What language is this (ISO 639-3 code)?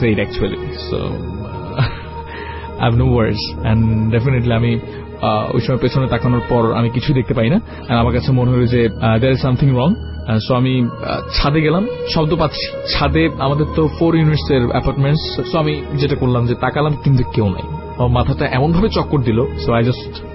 ben